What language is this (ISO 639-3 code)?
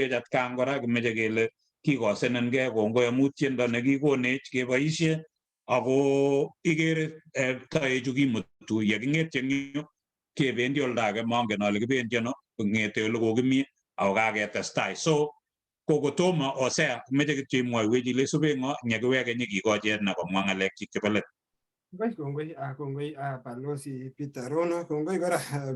kln